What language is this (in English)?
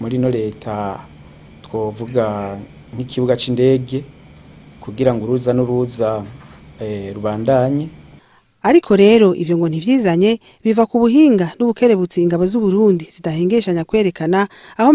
Rundi